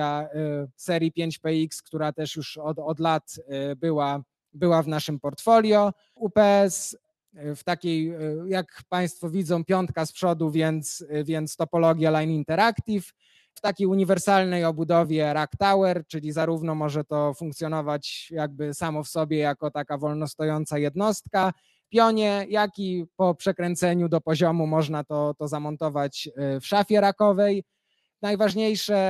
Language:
Polish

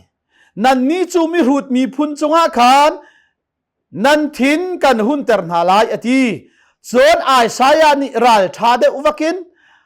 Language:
Hakha Chin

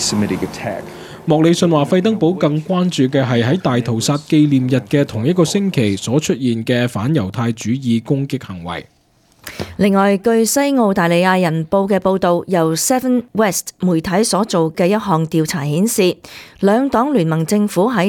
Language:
Cantonese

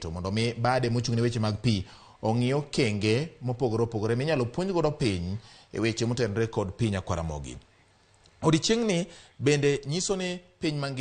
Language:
Luo (Kenya and Tanzania)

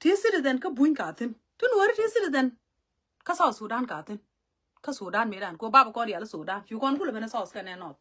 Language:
Nuer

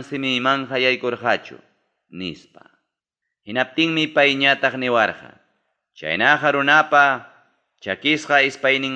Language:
Ayacucho Quechua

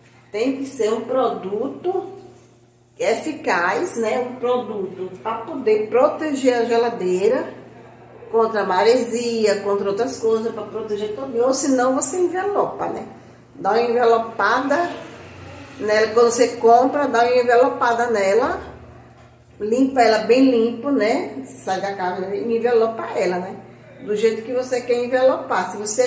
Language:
Portuguese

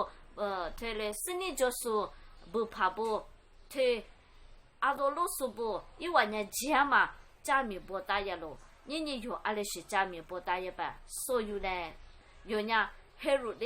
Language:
Lisu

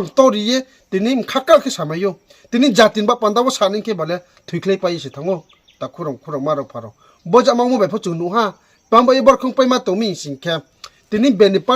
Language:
Riang (India)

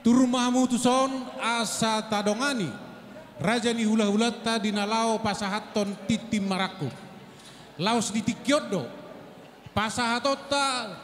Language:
Batak Toba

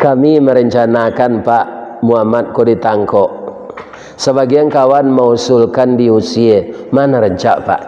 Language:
Minangkabau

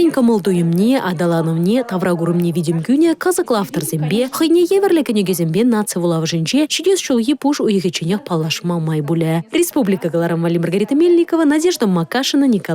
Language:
Chuvash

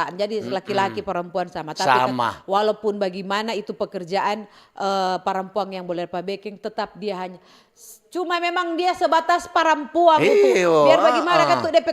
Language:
Manado Malay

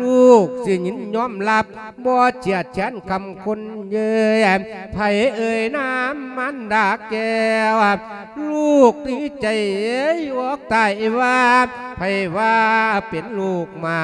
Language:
Lao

